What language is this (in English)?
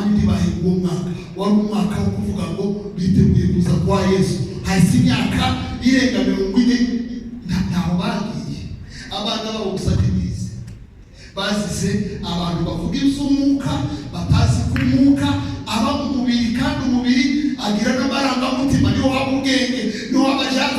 Kinyarwanda